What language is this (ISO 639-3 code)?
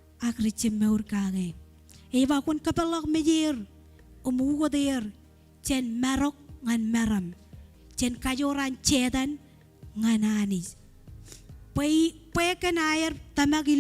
mah